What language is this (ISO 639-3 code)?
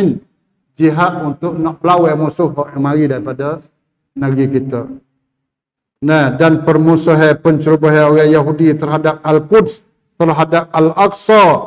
msa